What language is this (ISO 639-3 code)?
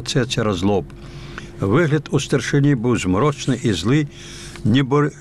bel